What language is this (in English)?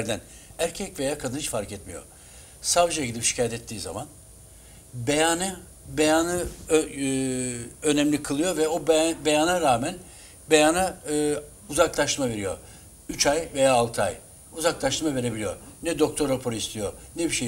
Turkish